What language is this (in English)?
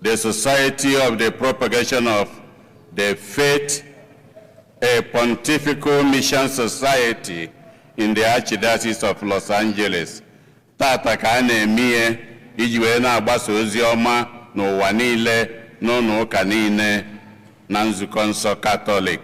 Igbo